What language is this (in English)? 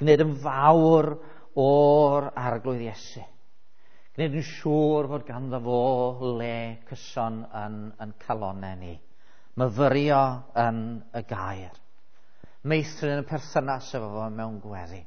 Welsh